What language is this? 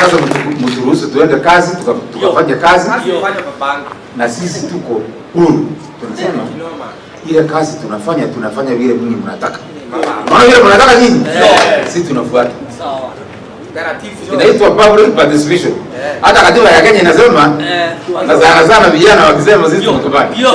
Meru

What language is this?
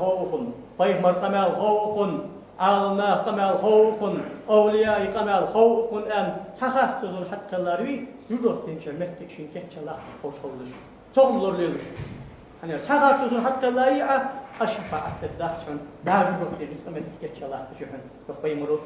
Ingush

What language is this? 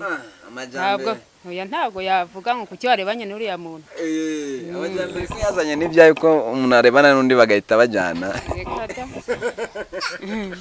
Kinyarwanda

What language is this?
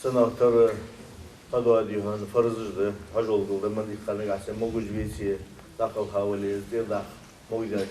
Ingush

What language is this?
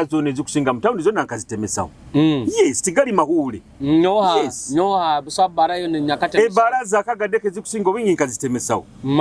Nyoro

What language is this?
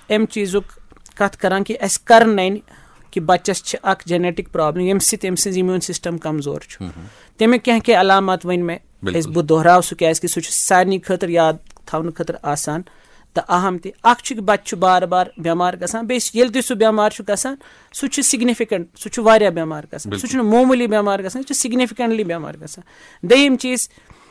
Kashmiri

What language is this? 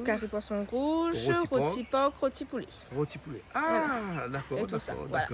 Réunion Creole French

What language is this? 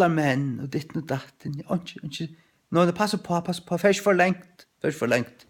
Faroese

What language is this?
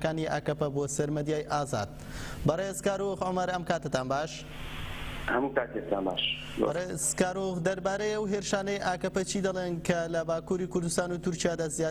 Central Kurdish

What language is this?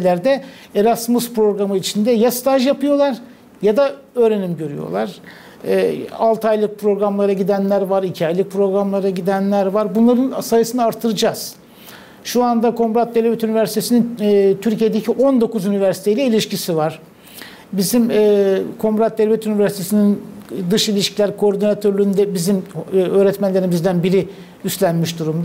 Gagauz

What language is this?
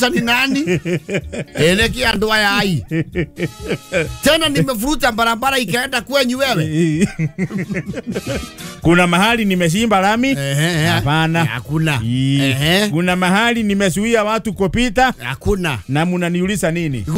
Kikuyu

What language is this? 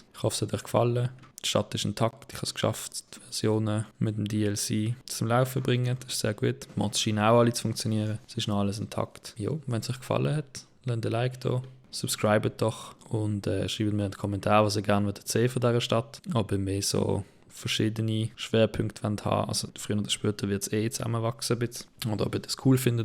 Swiss German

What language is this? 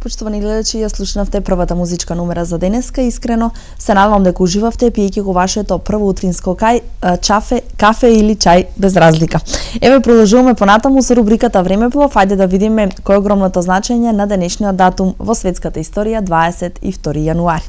Macedonian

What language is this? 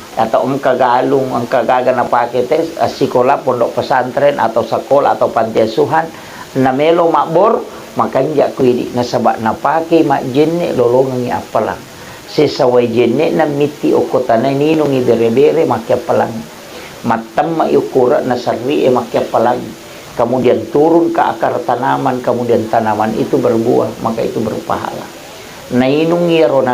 Buginese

